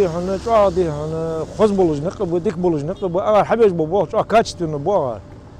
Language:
Ingush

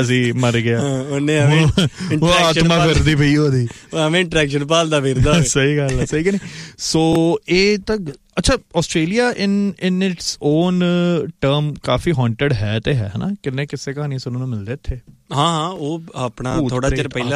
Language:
Punjabi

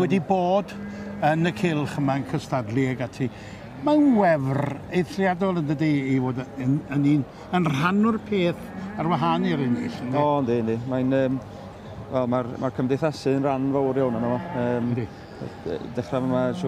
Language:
Welsh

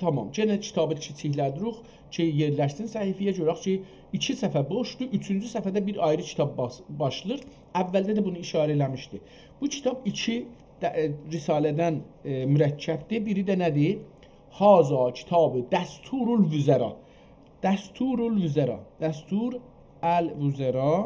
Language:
South Azerbaijani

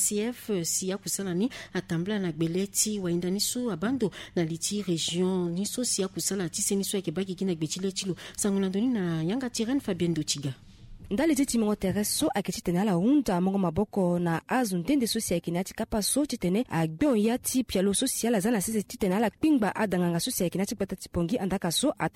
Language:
Sango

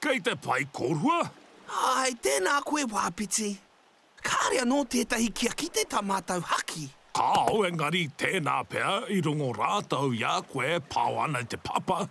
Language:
Māori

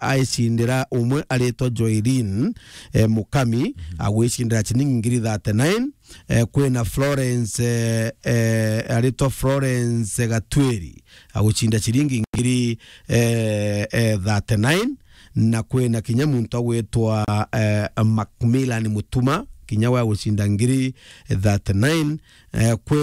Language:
Meru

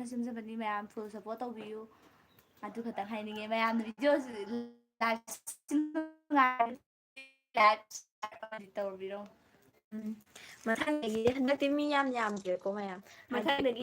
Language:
Manipuri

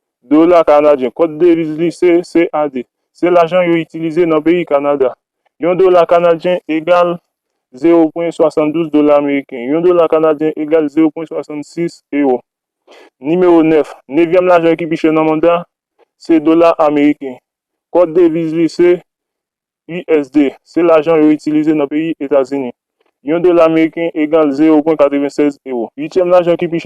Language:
Haitian Creole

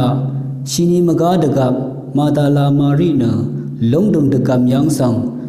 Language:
Rawang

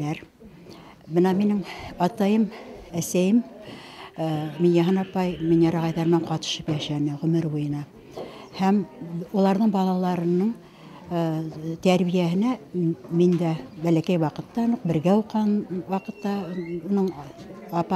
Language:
Bashkir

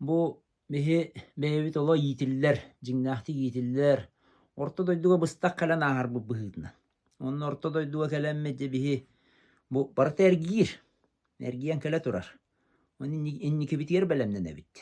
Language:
Yakut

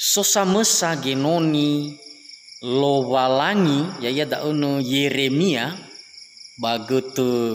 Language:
Nias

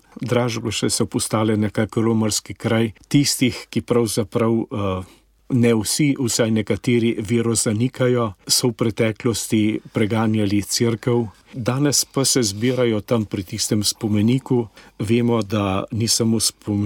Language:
Slovenian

